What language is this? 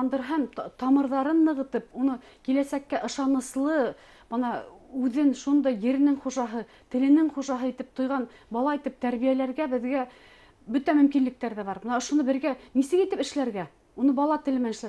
Bashkir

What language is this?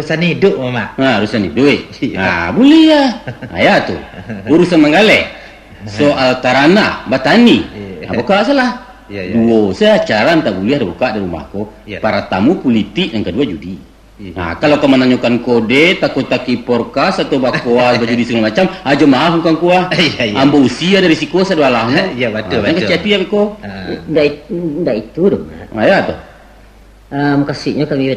Minangkabau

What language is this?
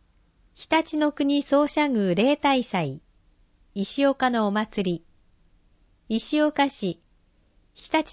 Japanese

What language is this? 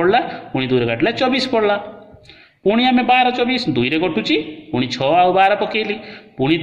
Odia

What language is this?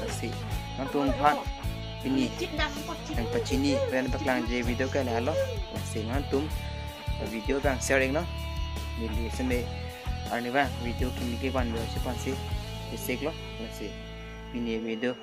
Karbi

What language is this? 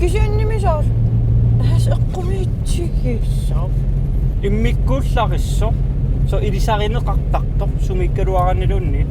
Kalaallisut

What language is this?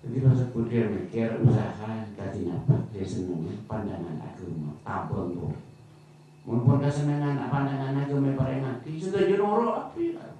Madurese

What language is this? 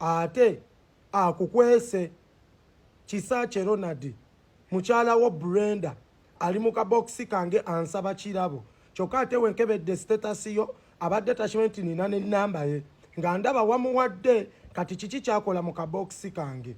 Ganda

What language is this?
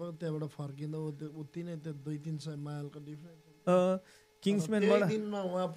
Nepali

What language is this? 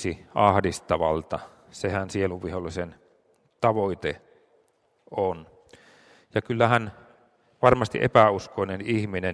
Finnish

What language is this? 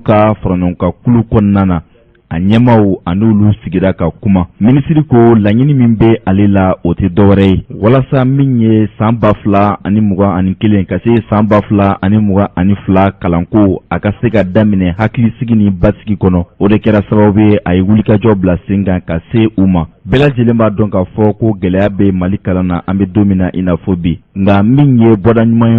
Bambara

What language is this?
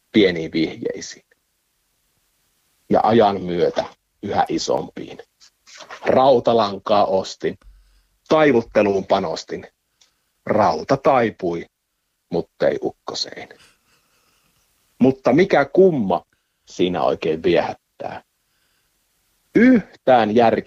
Finnish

